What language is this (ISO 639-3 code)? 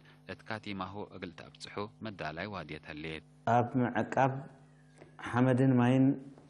tig